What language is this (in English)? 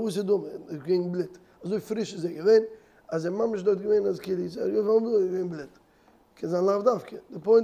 Yiddish